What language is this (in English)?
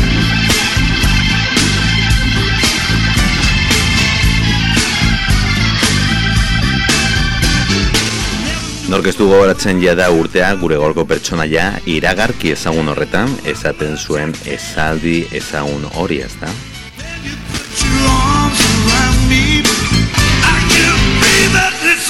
Basque